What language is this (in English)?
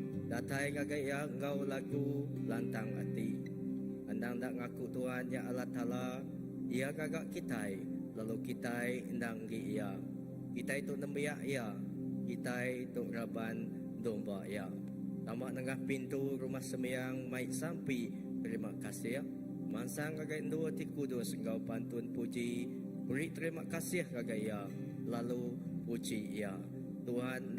Iban